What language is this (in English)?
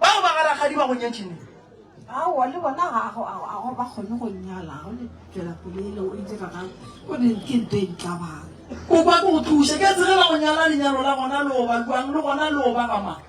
Northern Sotho